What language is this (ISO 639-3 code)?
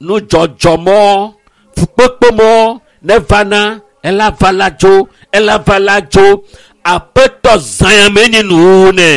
ewe